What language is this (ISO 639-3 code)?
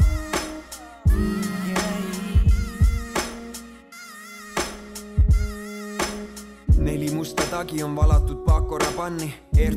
est